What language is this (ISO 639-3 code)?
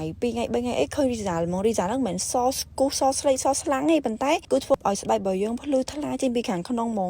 khm